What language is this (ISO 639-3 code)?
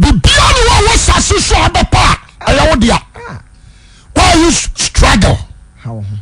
aka